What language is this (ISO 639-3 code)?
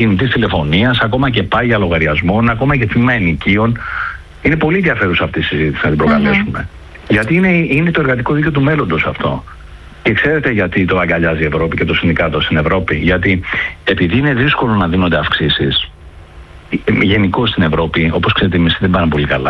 ell